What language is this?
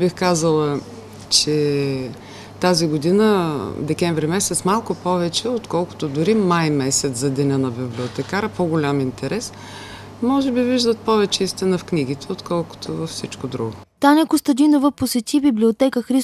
Bulgarian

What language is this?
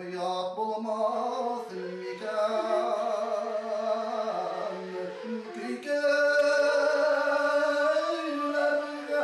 Bashkir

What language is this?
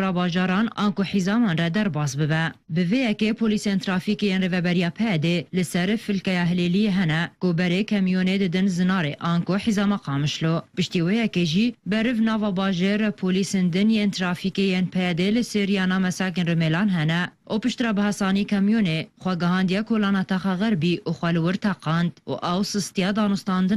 Kurdish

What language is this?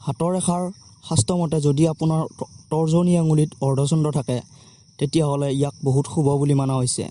Assamese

